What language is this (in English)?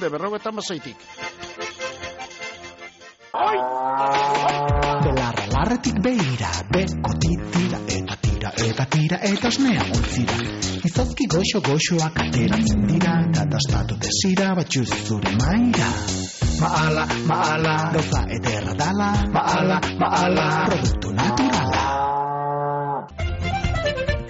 Basque